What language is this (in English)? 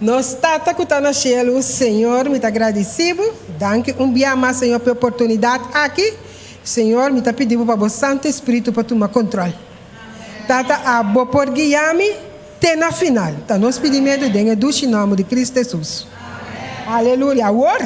Papiamento